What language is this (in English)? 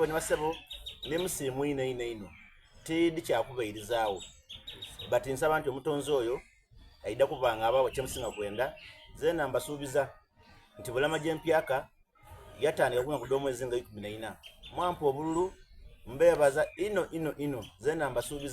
Soga